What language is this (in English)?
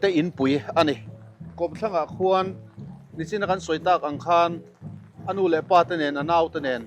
Mizo